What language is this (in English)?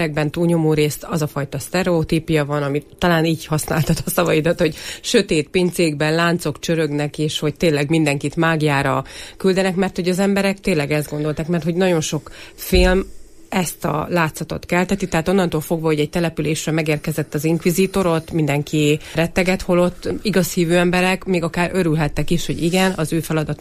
Hungarian